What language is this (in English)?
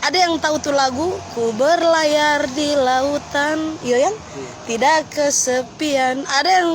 Manado Malay